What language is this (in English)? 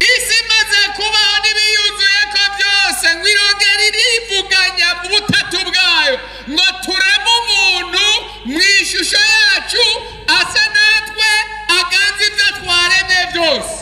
Rundi